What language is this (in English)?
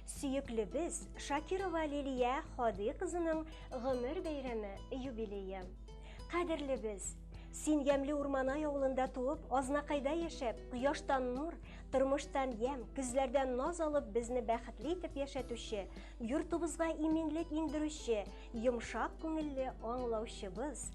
Tatar